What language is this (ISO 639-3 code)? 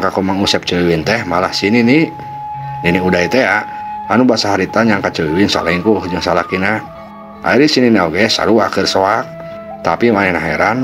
sun